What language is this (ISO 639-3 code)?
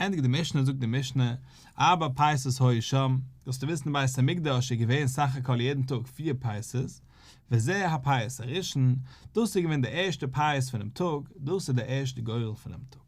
yid